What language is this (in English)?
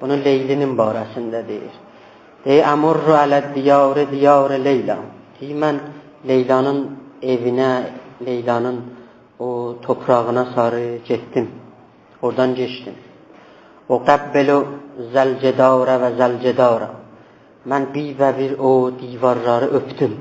South Azerbaijani